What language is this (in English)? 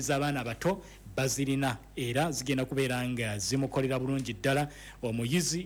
Ganda